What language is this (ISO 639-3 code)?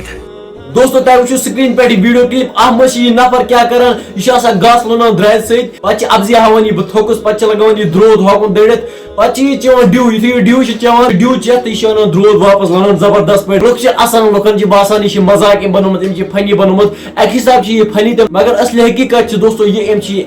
kas